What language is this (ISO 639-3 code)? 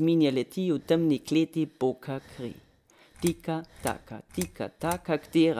slv